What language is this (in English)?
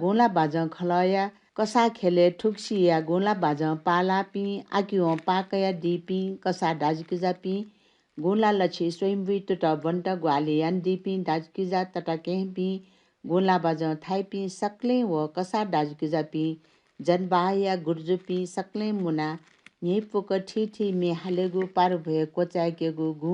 Newari